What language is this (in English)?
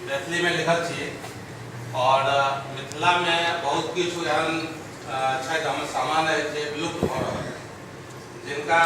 Maithili